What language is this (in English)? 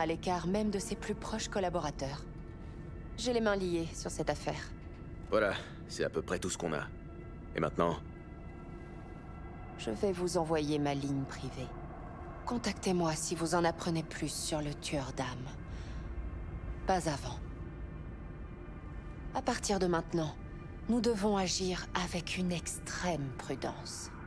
French